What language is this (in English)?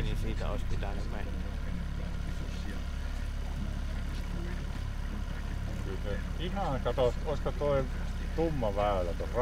Finnish